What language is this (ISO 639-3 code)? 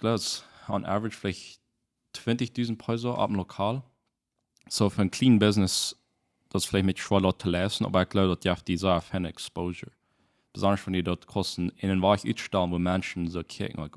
pdt